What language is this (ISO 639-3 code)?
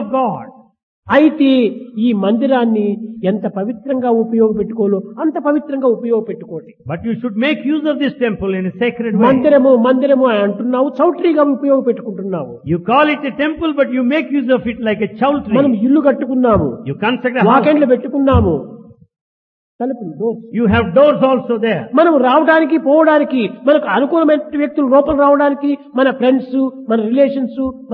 tel